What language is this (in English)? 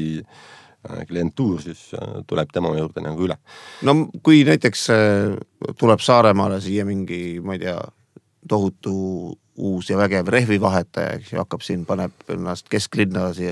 Estonian